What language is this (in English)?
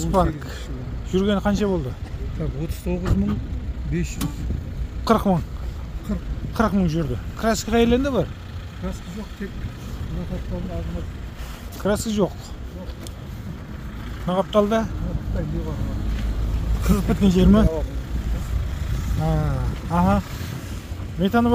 Kazakh